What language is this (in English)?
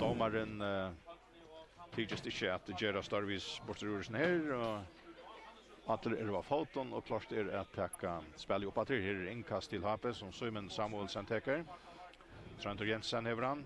Faroese